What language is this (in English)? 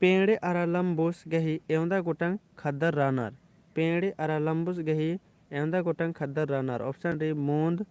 Kurukh